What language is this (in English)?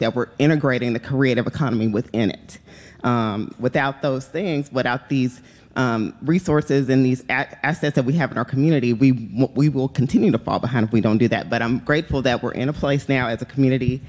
English